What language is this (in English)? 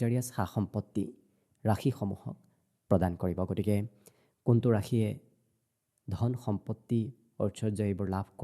Assamese